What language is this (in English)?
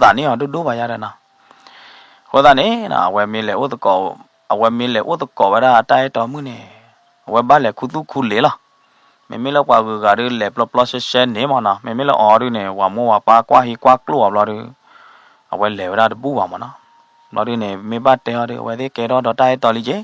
S'gaw Karen